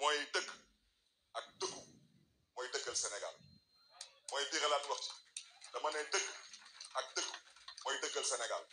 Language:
Wolof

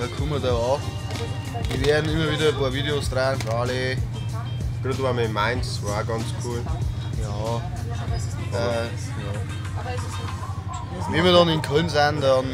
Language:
Bavarian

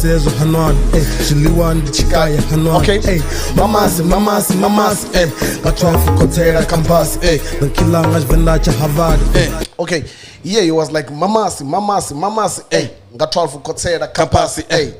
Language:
Venda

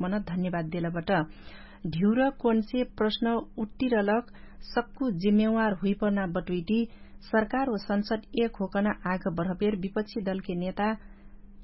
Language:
Dangaura Tharu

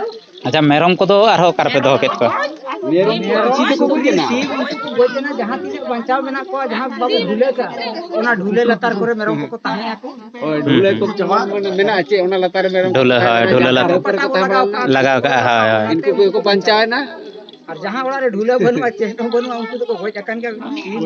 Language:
Santali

